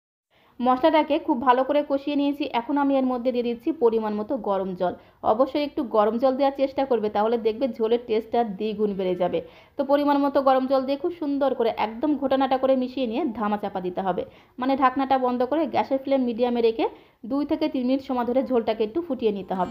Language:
Bangla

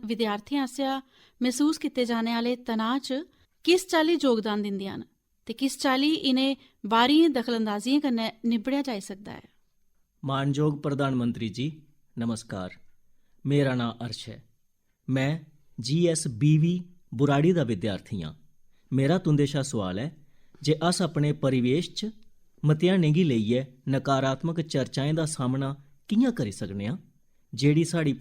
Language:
Dogri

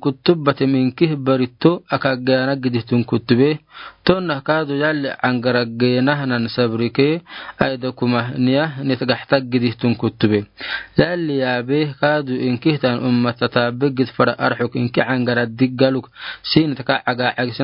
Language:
Afar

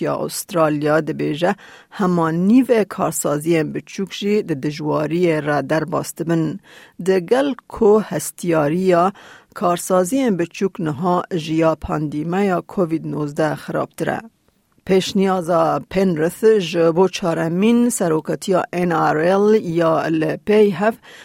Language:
Kurdish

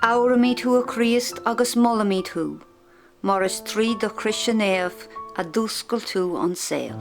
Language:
Irish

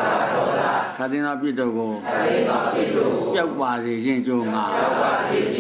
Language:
Burmese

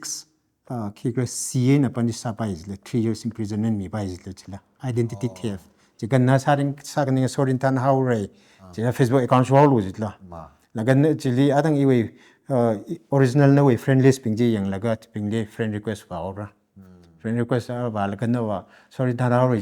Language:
Tangkhul Naga (India)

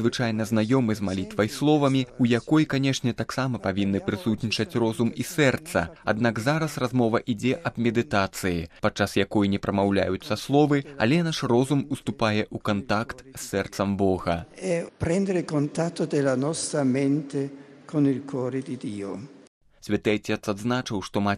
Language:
Belarusian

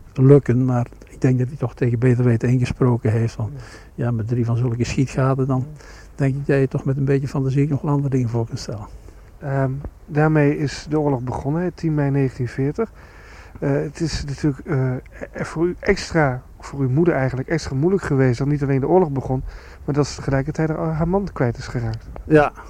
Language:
Dutch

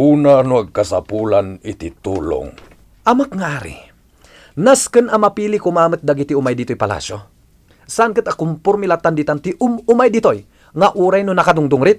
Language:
Iloko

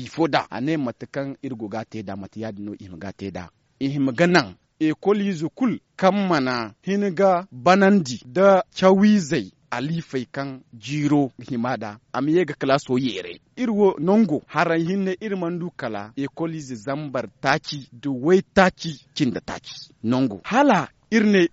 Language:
Zarma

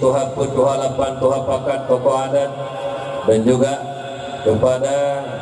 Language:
Achinese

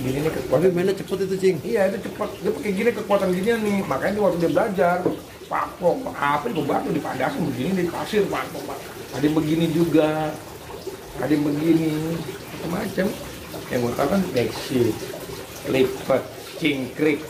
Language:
Betawi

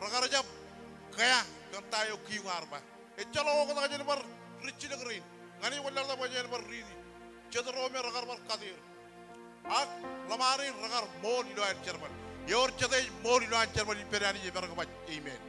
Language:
Marshallese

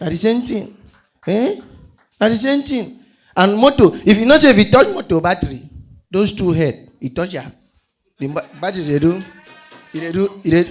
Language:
Nigerian Pidgin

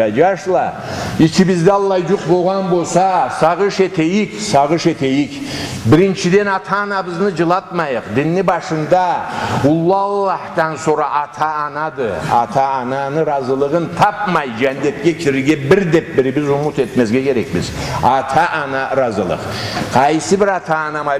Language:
Karachay-Balkar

